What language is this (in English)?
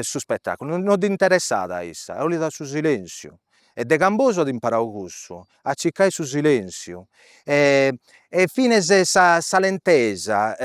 Sardinian